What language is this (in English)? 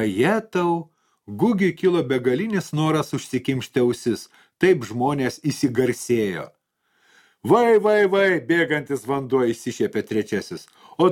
Lithuanian